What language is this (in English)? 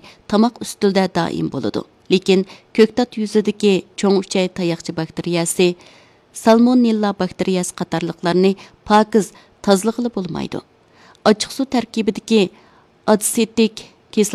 Uyghur